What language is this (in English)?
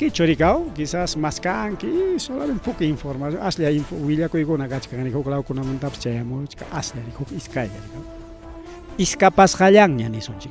Ayacucho Quechua